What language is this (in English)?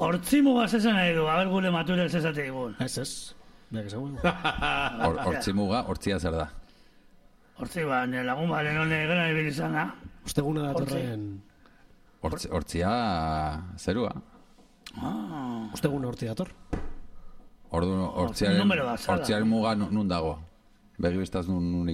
Basque